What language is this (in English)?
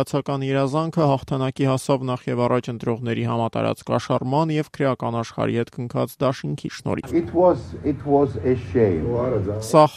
Armenian